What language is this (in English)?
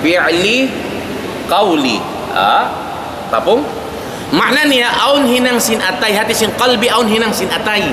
Tausug